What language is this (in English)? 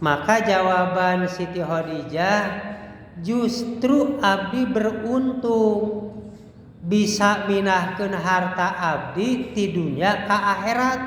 Sundanese